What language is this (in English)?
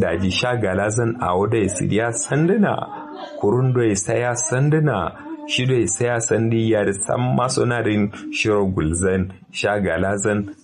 Kanuri